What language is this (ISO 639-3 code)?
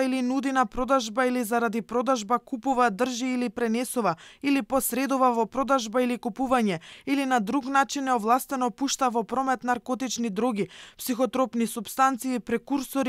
mkd